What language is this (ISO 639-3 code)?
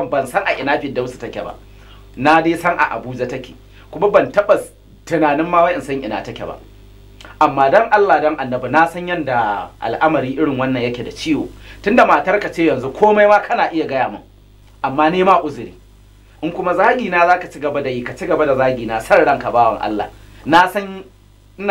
hau